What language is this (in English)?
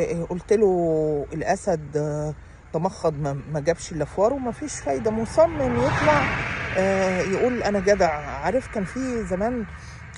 Egyptian Arabic